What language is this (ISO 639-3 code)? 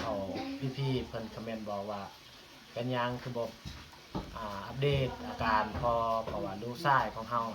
lao